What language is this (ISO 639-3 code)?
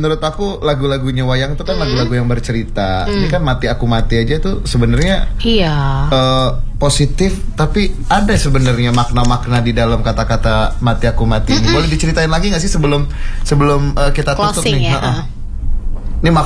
ind